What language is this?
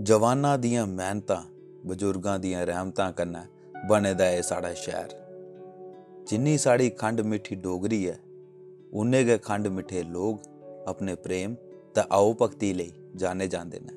Dogri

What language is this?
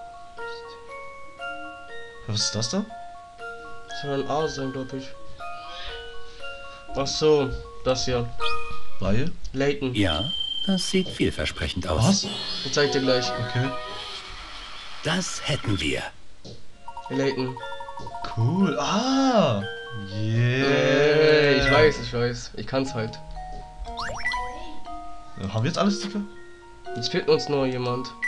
German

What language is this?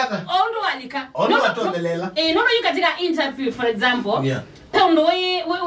Kamba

